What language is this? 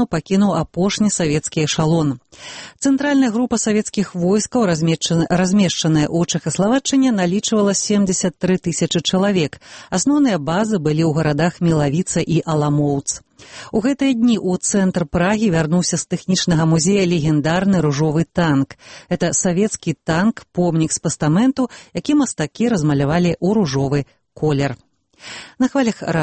Belarusian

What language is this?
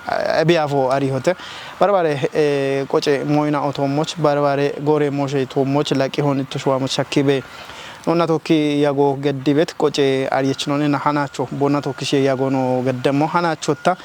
Kafa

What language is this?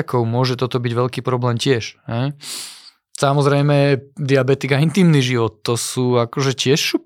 Slovak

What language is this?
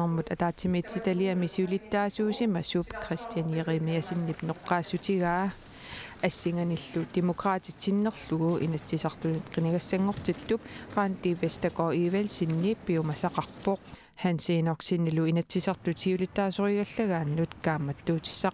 Kalaallisut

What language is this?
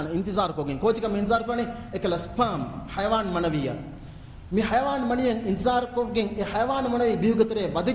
Divehi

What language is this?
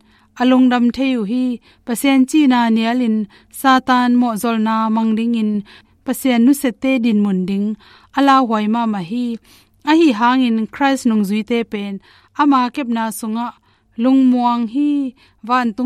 Tedim Chin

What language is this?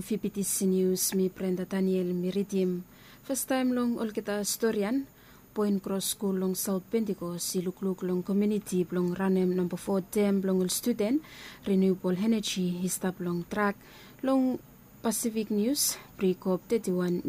Bislama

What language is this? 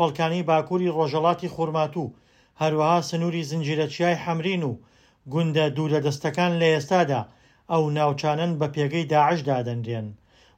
Central Kurdish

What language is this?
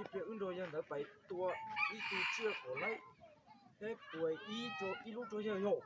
Hmong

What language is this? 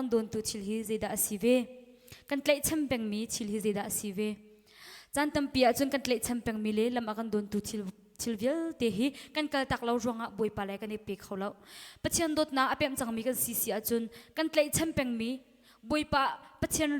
Hakha Chin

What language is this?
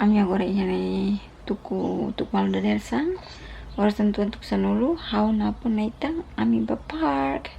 Tetum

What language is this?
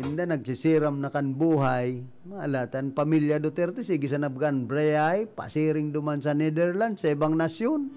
Bikol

